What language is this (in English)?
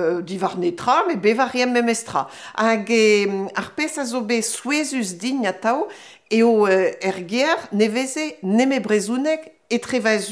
Breton